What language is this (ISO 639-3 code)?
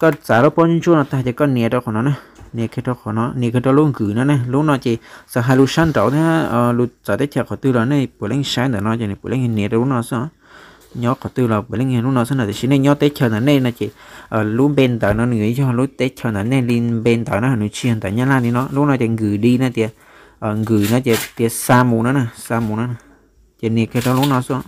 hmn